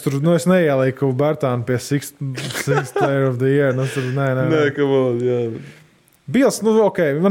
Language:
Latvian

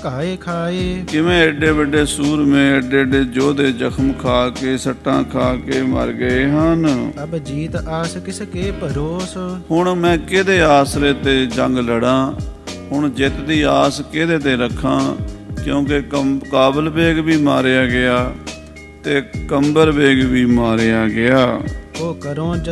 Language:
Punjabi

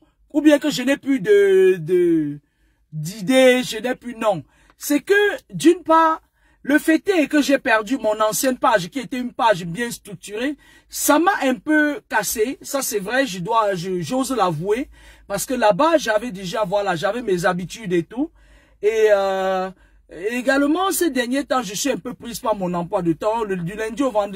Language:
French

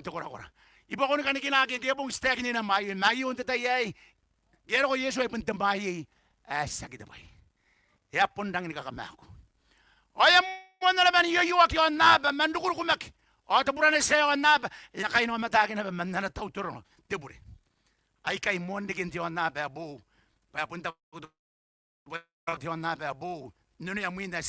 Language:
Gilbertese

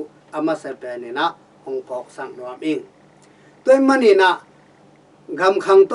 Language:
Tedim Chin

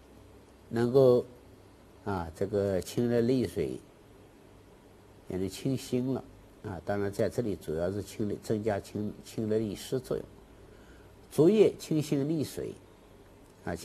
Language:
Chinese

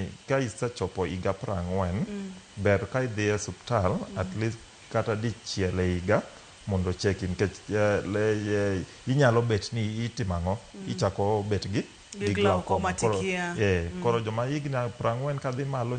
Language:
Luo (Kenya and Tanzania)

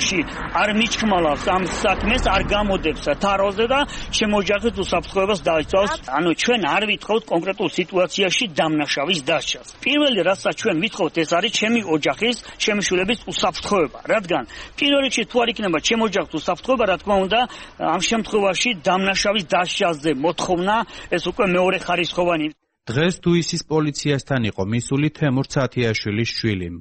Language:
Georgian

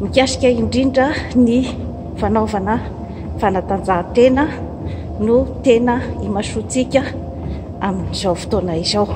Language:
Malagasy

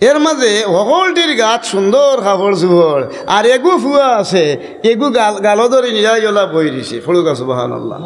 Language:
Sylheti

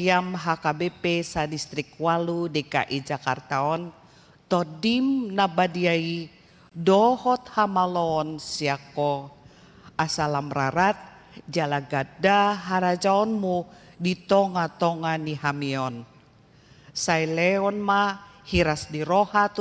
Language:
Batak Toba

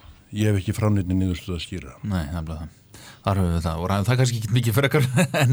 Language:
Icelandic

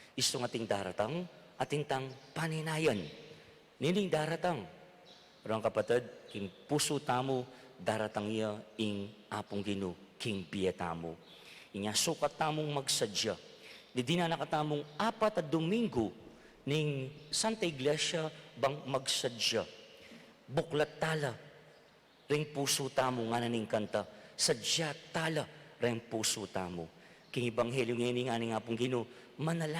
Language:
Pampanga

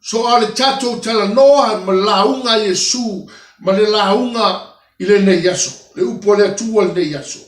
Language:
Samoan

